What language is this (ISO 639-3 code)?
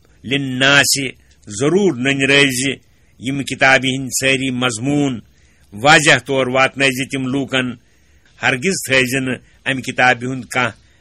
kas